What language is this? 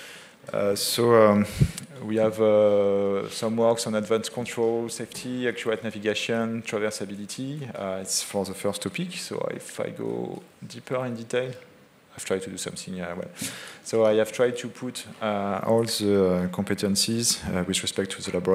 English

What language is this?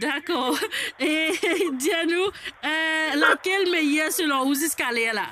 Morisyen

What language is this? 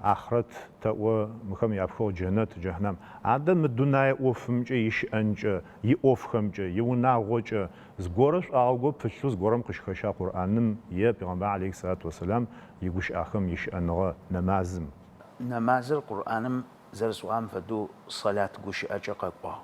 Adyghe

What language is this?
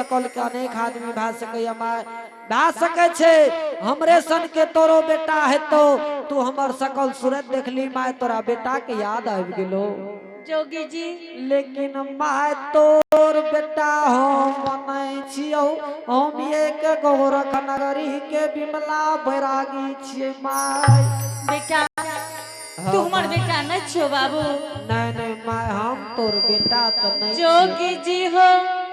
Angika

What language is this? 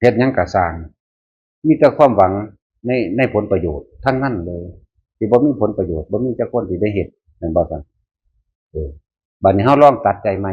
Northeastern Thai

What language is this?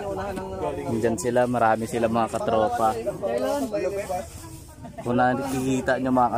Filipino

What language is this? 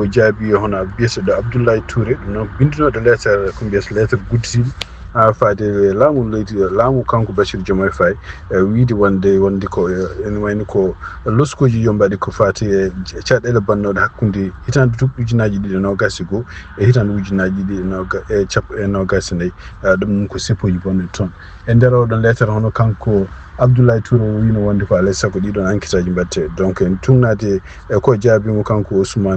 Fula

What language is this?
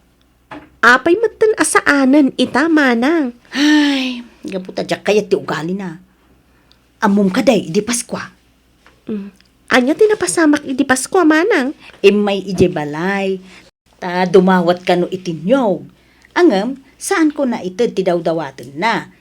Iloko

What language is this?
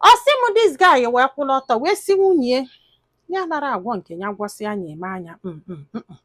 Igbo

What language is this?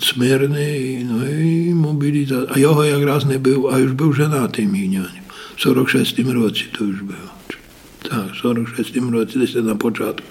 Rusyn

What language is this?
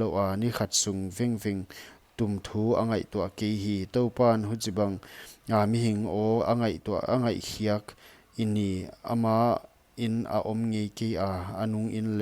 Paite Chin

